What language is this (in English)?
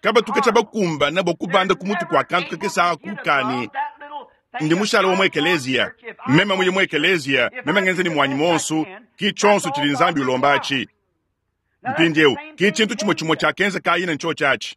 Luba-Lulua